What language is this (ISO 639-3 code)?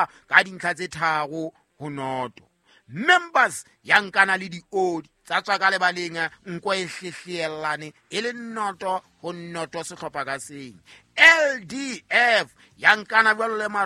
sot